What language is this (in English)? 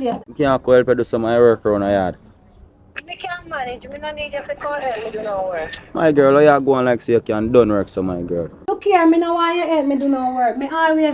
Jamaican Creole English